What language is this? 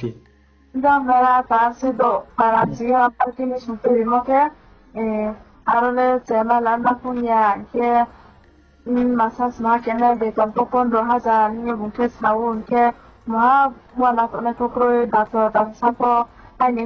Riang (India)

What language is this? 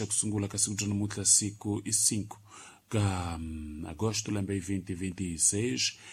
Tsonga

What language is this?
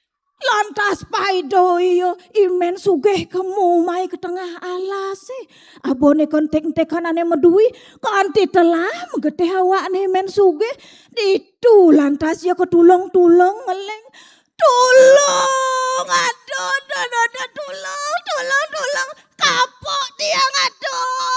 Balinese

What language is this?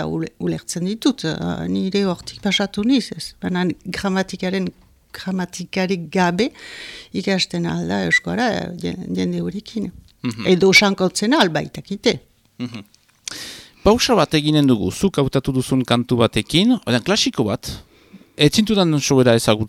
Basque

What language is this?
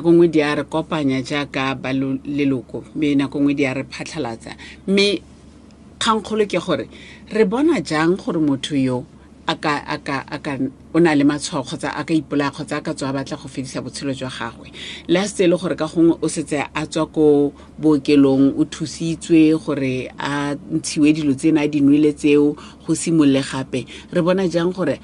Tswana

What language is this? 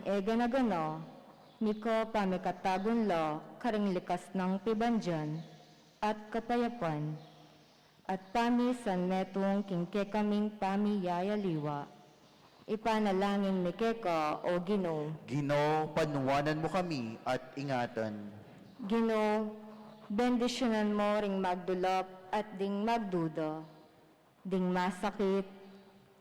Pampanga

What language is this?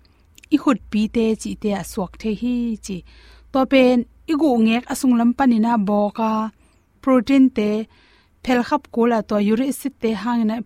Tedim Chin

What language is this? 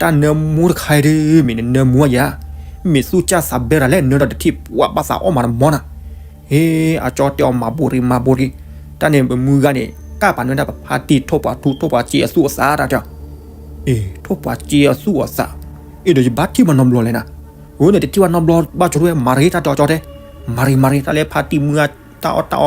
S'gaw Karen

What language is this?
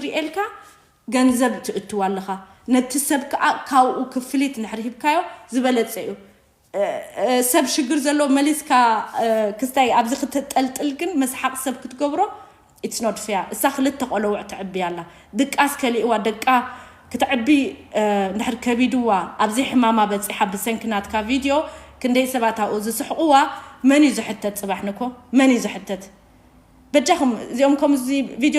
Tigrinya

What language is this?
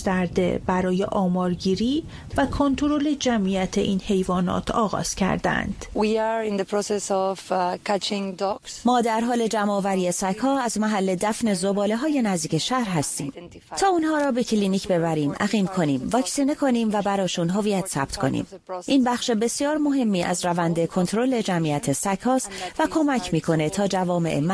Persian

